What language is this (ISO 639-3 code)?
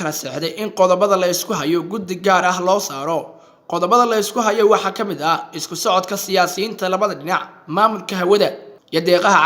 som